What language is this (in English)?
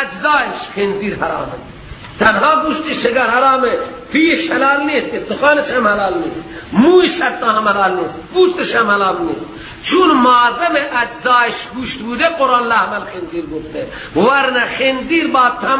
Persian